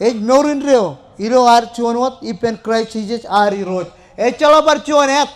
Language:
Marshallese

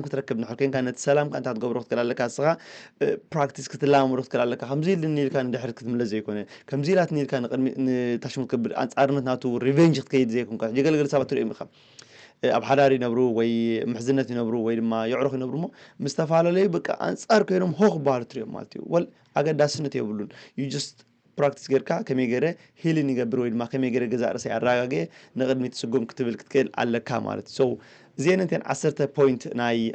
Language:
Tigrinya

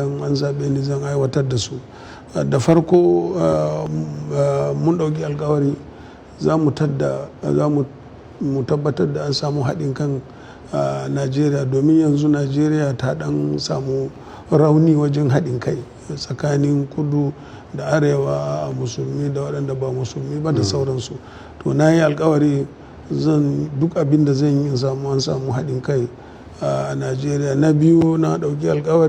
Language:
Hausa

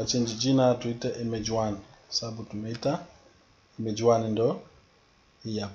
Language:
Swahili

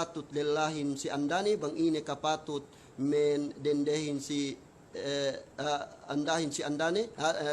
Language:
Yakan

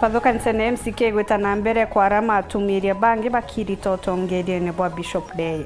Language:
Meru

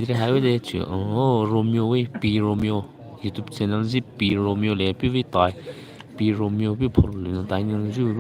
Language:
Poumei Naga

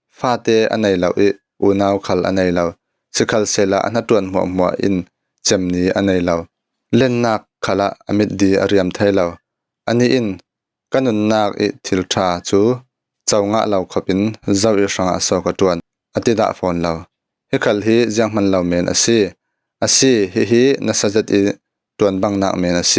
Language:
Falam Chin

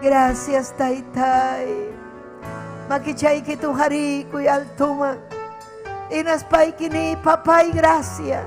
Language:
Ayacucho Quechua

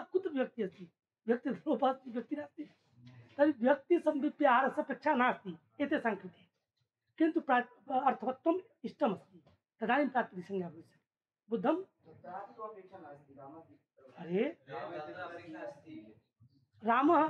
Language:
Sanskrit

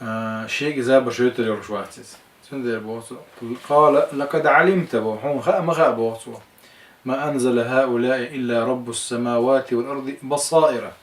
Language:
Chechen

